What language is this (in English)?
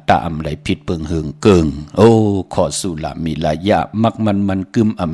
Shan